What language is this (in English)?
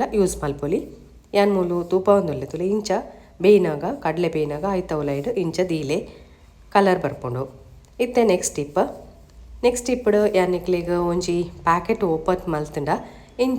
Tulu